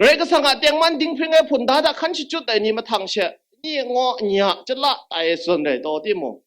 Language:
Kachin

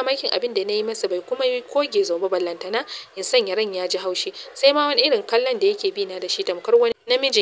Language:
Hausa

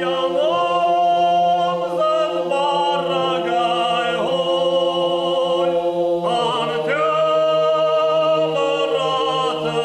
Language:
Ossetic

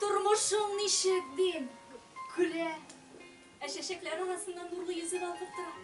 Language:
Tatar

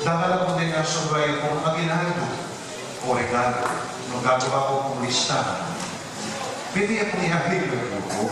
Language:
Pampanga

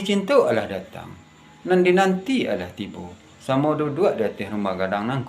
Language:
Minangkabau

